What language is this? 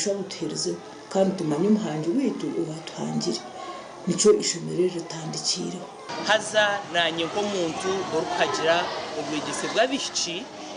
Nyankole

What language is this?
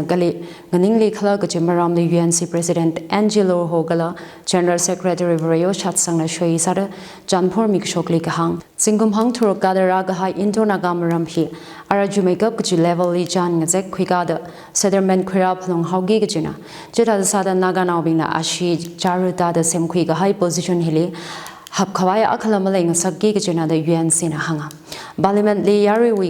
Tangkhul Naga (India)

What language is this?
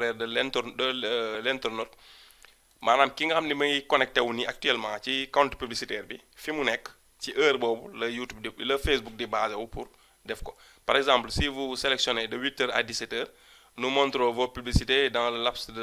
Wolof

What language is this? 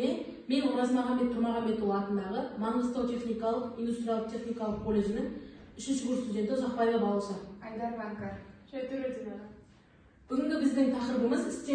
Kazakh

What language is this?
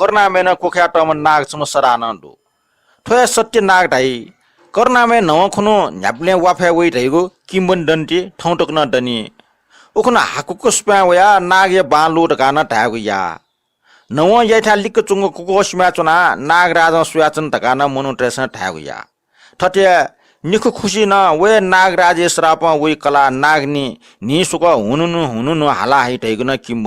Newari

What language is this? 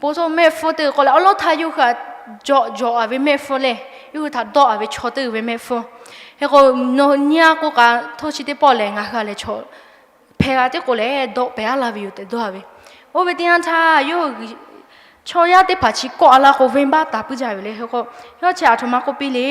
Lahu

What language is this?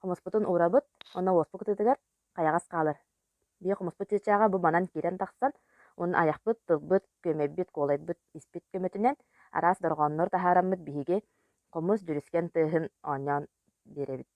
Yakut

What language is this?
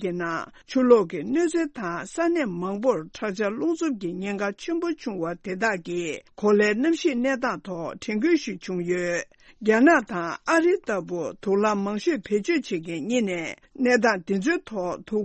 Tibetan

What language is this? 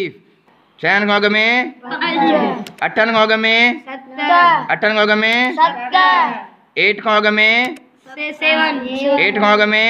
Sindhi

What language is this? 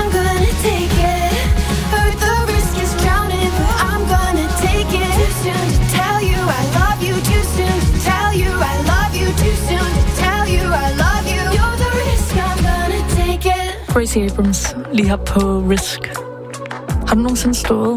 Danish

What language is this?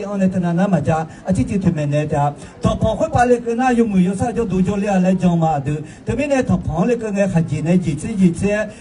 Akha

